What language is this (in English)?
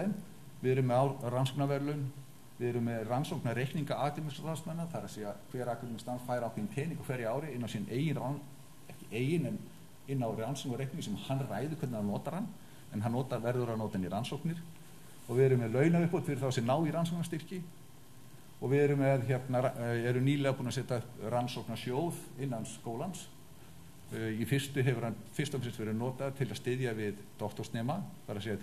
Icelandic